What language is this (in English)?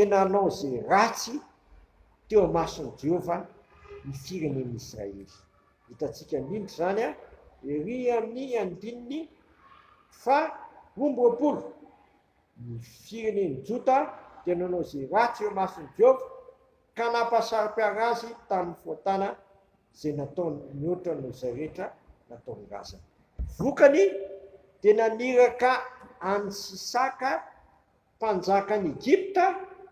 Malagasy